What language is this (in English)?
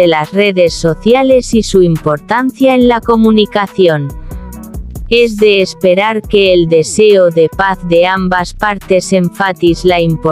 Spanish